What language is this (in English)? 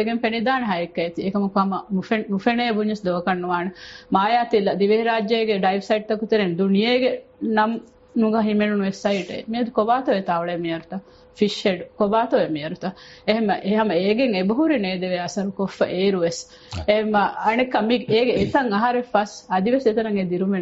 Divehi